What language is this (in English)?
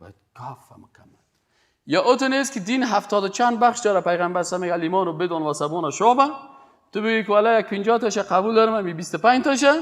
Persian